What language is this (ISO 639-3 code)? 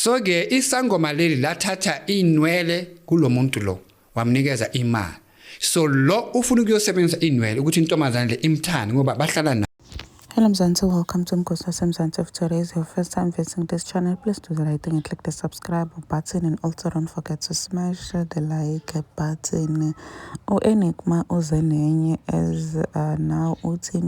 zul